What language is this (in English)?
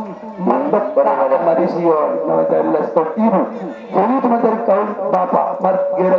Batak Angkola